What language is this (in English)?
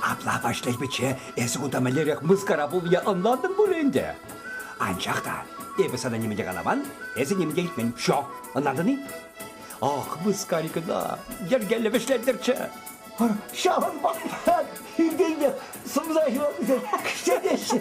Chuvash